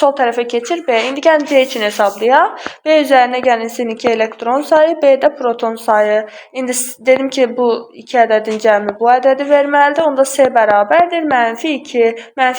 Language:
Azerbaijani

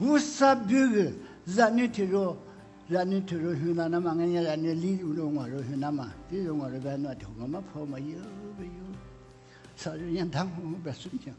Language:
Lisu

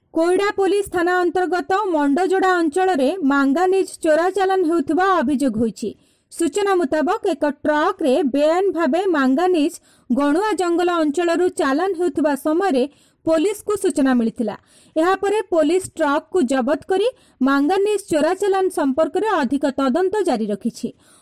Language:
Odia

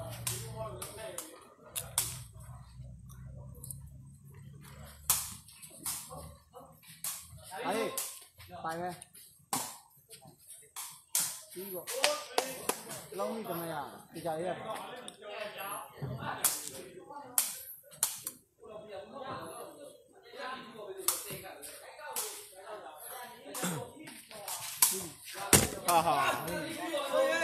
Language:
Burmese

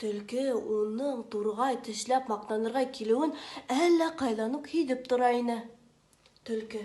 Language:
Bashkir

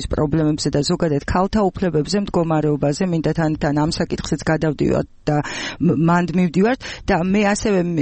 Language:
Georgian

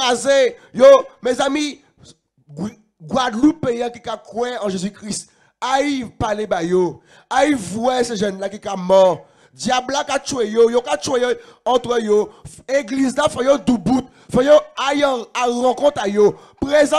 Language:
Guadeloupean Creole French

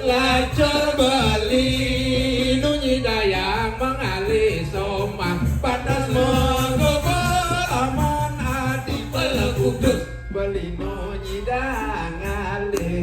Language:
Balinese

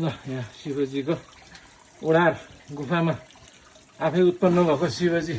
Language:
Nepali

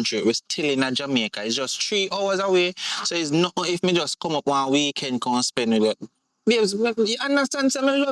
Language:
Jamaican Creole English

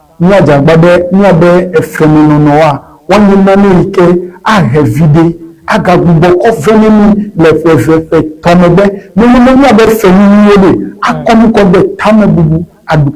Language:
Ewe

